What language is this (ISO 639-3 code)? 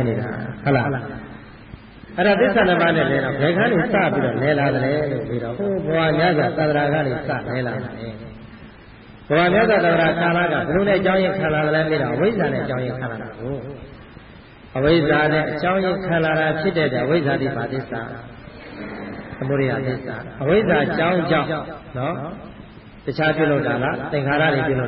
mya